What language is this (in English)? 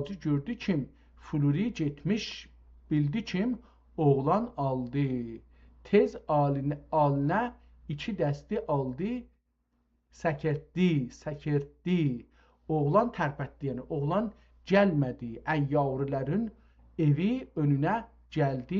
South Azerbaijani